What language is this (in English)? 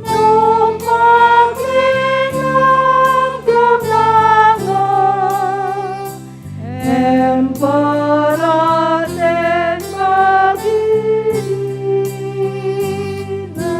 Batak Karo